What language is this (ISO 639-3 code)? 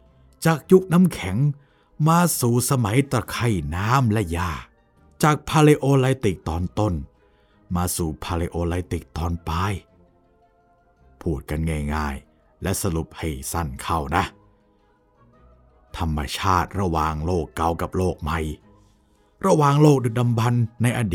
tha